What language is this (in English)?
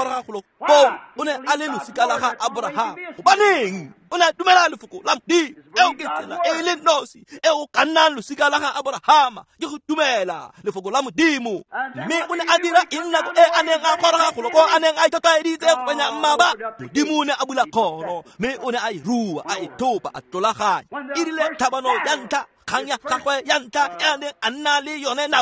Tswana